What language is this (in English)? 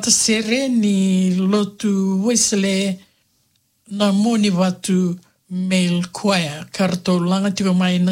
Fijian